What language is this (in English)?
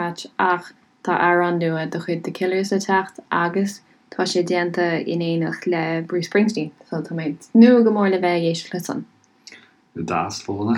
Irish